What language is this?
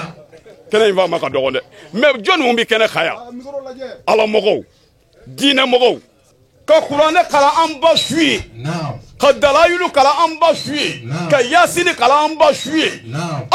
Bambara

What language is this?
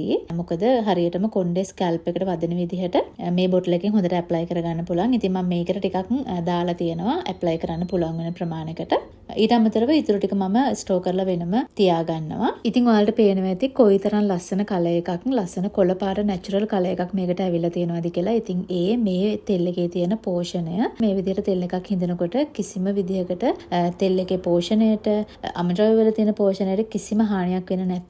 Sinhala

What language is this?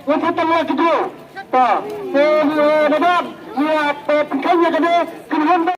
Khasi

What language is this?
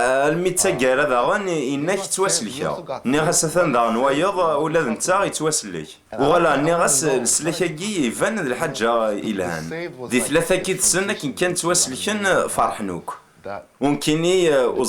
Kabyle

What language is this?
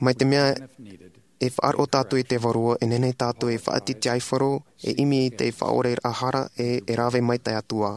Tahitian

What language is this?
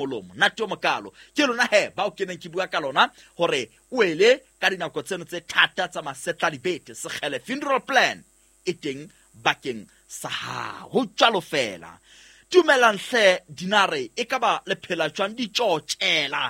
Southern Sotho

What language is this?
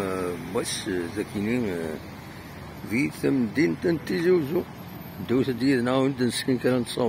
Kabyle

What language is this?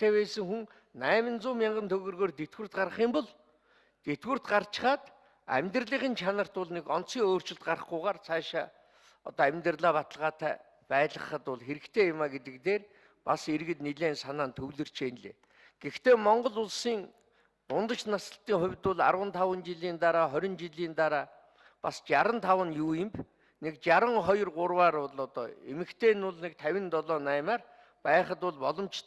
Mongolian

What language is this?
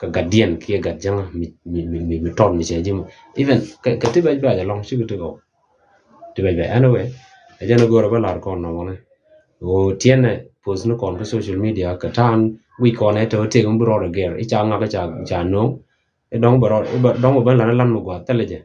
Nuer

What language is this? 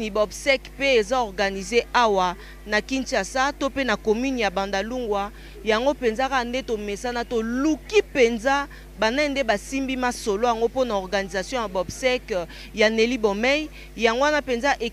Lingala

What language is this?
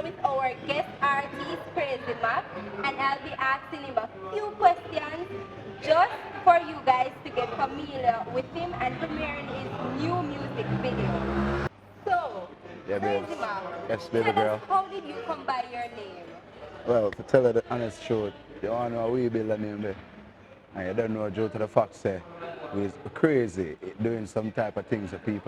Jamaican Creole English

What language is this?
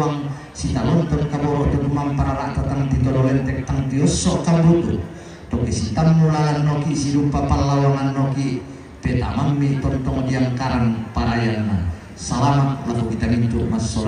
Toraja-Sa'dan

